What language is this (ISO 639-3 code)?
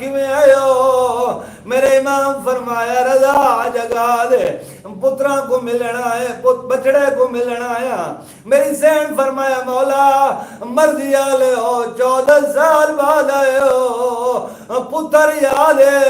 skr